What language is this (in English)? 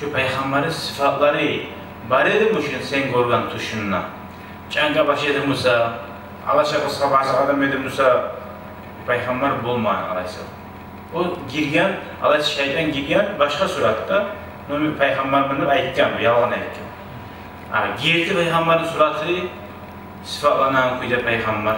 Kumyk